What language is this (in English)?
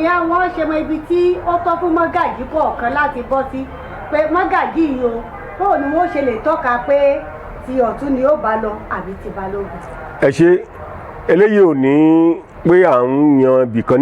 Yoruba